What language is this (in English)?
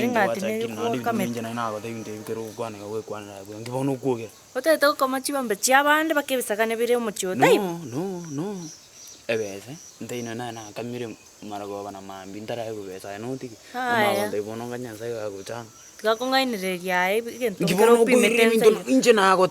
Gusii